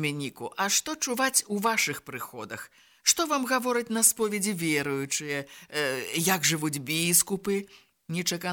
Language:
Belarusian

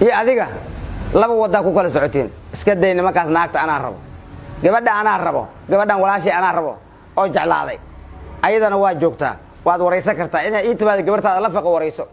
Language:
Somali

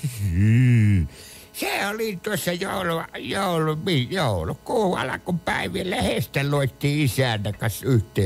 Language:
Finnish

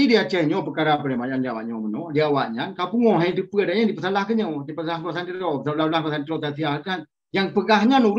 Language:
Achinese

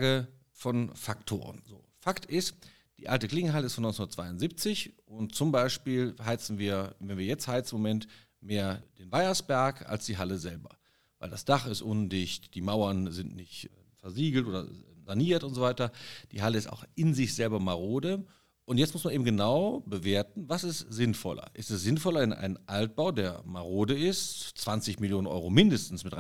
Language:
German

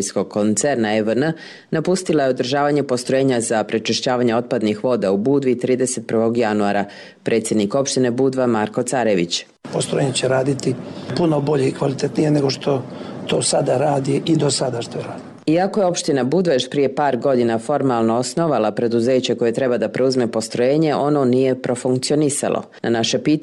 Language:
Serbian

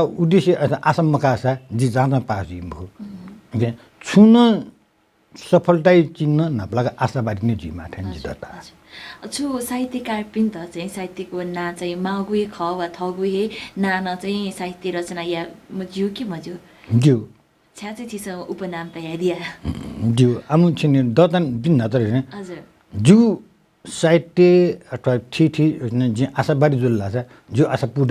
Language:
Newari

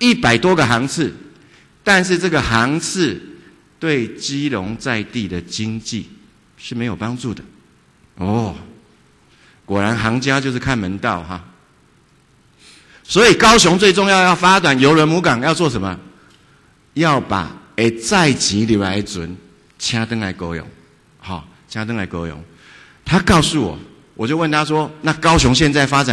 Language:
Chinese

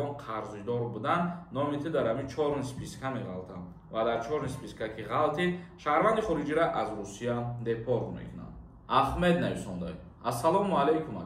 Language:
Tajik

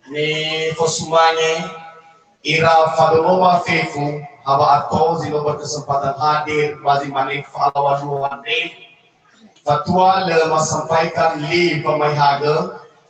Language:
Nias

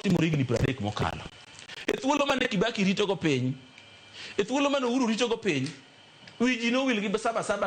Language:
Luo (Kenya and Tanzania)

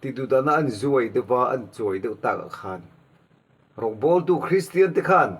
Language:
Mizo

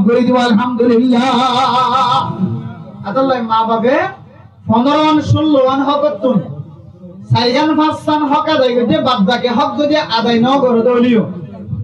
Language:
Rohingya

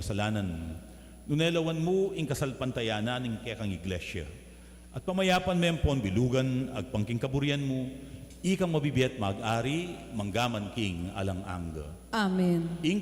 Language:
Pampanga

